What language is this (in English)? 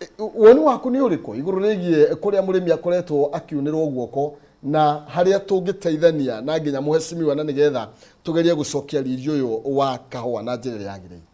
Kikuyu